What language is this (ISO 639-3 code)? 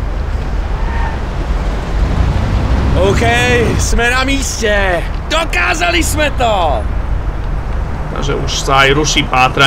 slk